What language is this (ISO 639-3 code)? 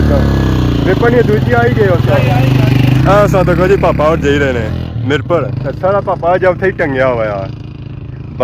phr